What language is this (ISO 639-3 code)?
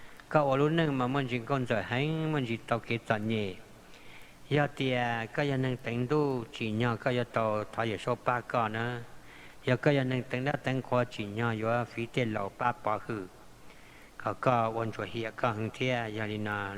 hmn